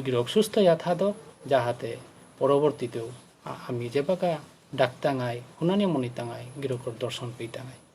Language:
Bishnupriya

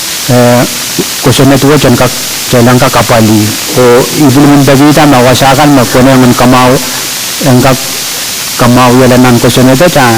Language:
Pohnpeian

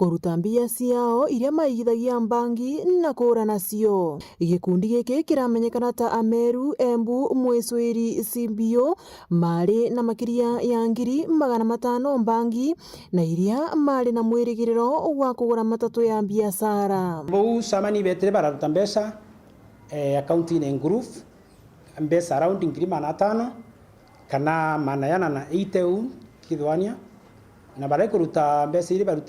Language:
Meru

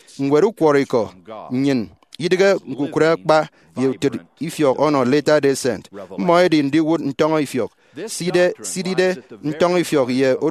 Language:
Efik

